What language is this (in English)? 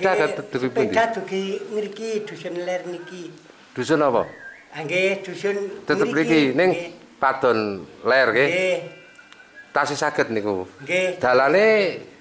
Javanese